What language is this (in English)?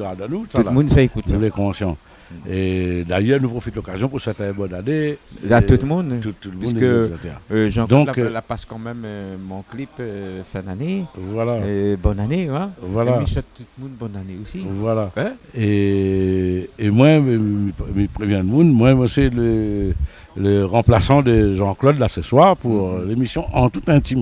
Réunion Creole French